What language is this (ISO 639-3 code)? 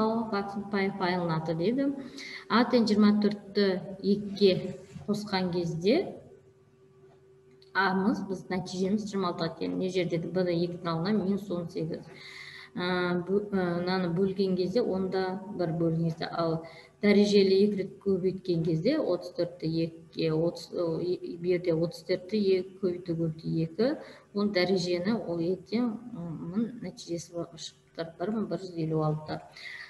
kaz